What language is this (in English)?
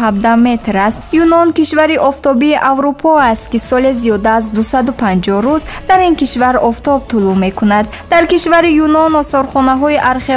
Tajik